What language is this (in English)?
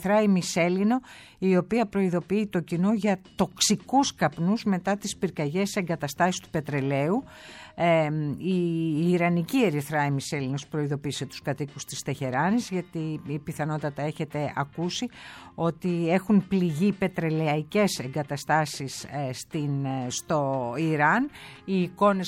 Greek